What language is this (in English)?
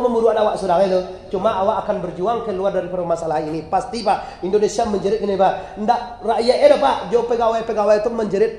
Minangkabau